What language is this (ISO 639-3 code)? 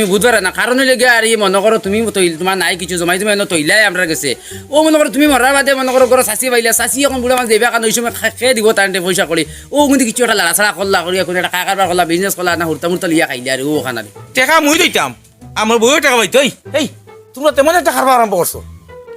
syl